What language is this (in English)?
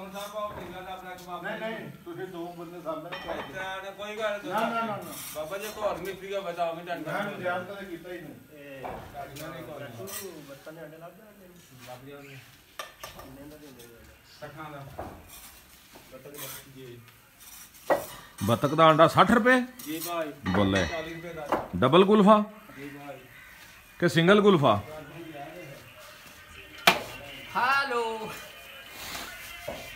Punjabi